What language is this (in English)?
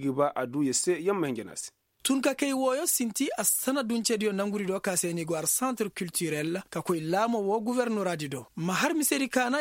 Koyraboro Senni